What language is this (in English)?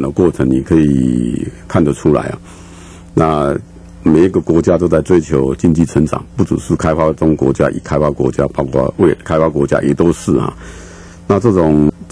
Chinese